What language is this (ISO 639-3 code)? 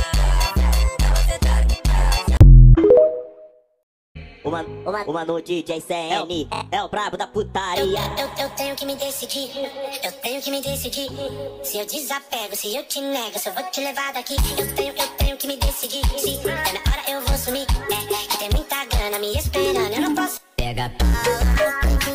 por